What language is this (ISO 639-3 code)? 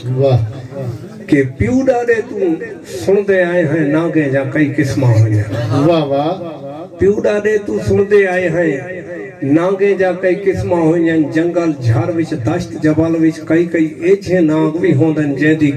skr